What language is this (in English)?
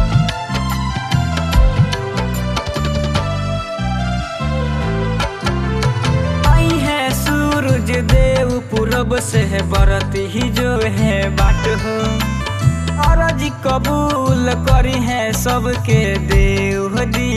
Bhojpuri